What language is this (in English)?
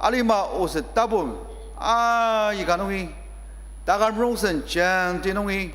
Ao Naga